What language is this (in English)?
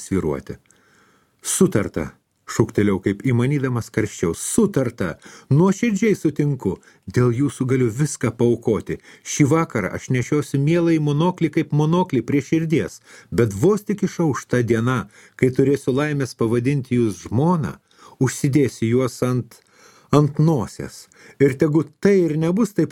Lithuanian